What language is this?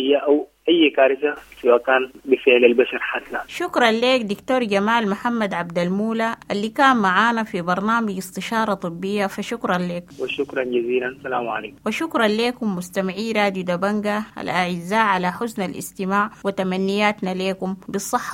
Sudanese Arabic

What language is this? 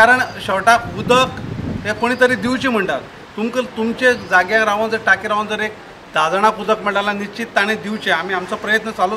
Konkani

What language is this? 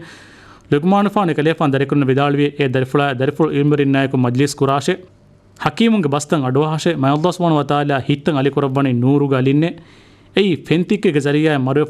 Divehi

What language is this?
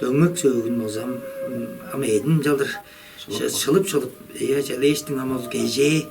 Tuvinian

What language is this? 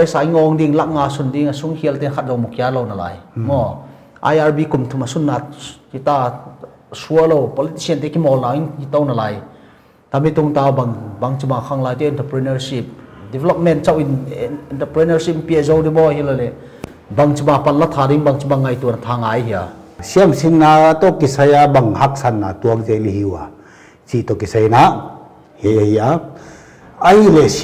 Paite Chin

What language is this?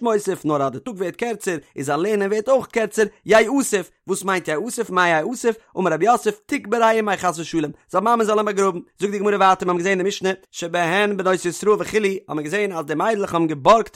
Yiddish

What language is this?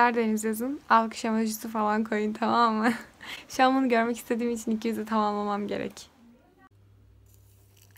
Turkish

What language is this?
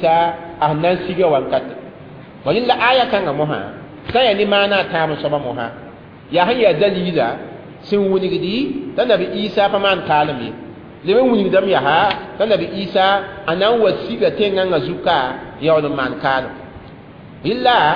Mossi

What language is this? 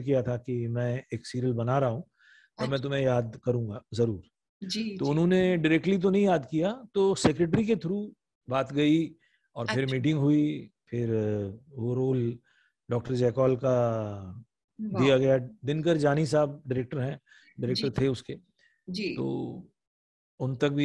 Hindi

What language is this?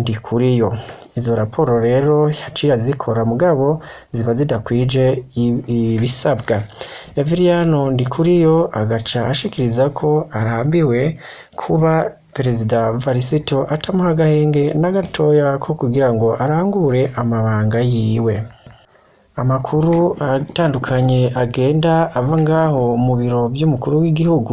Rundi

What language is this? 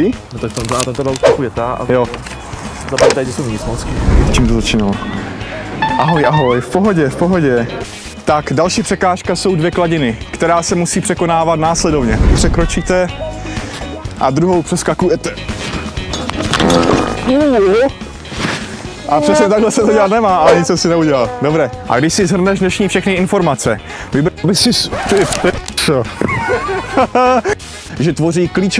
Czech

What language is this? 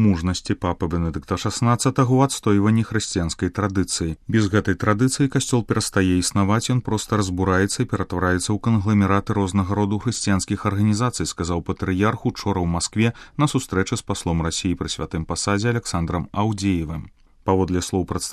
Belarusian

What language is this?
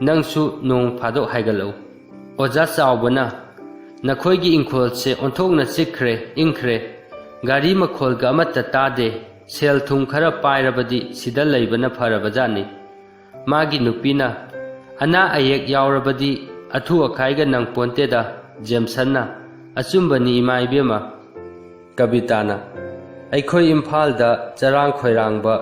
Manipuri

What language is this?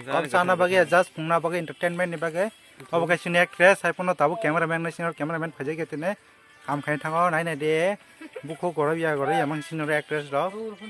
Kok Borok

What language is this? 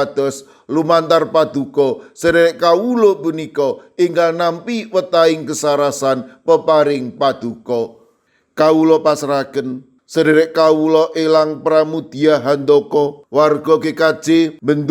Javanese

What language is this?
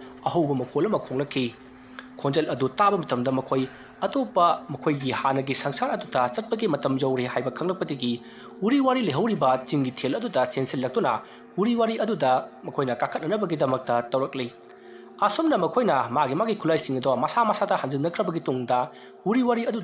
Manipuri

